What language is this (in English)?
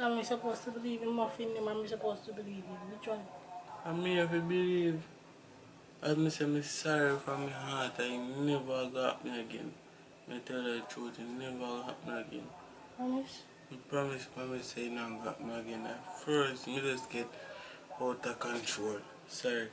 Jamaican Creole English